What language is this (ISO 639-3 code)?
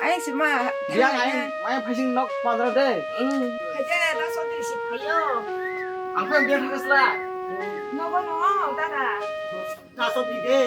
trp